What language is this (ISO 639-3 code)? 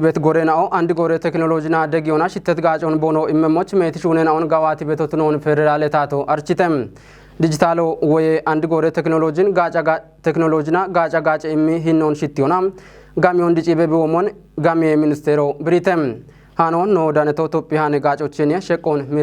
kbr